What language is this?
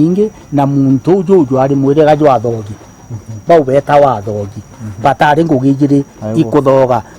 Meru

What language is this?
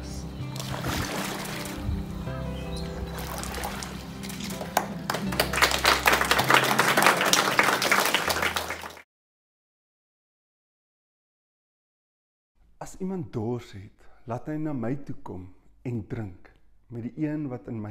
Afrikaans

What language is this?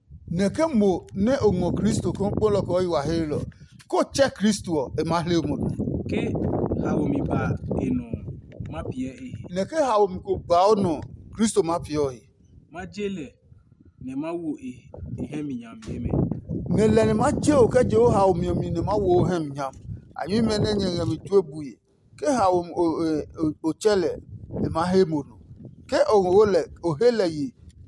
Adangme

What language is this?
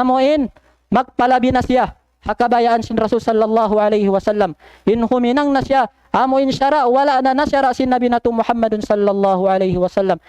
Tausug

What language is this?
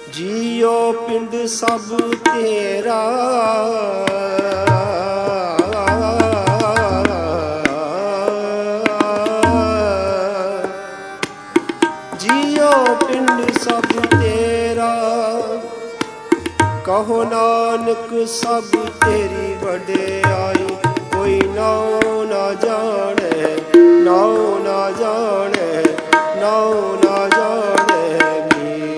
Punjabi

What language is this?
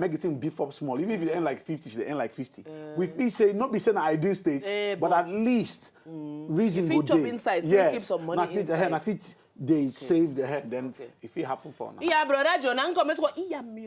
Nigerian Pidgin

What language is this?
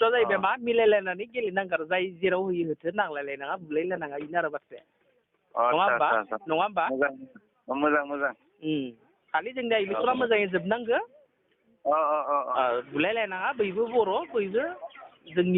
Bodo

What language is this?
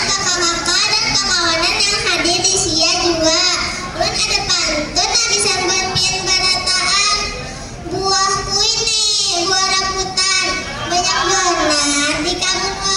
Banjar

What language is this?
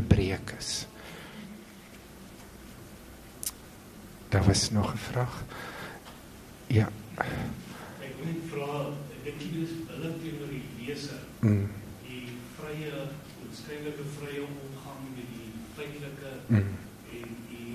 Afrikaans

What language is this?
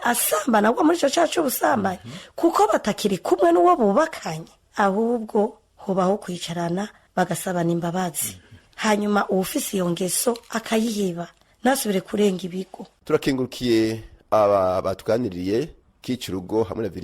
Rundi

